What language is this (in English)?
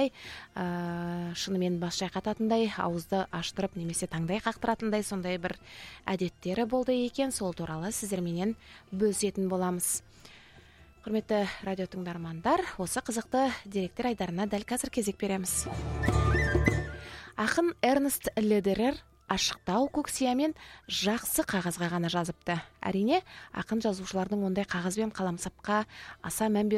Kazakh